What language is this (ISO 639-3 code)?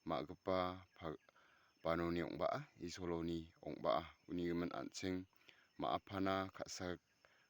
grt